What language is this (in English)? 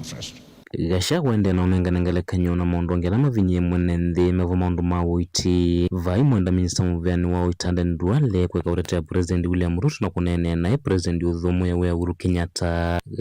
Kamba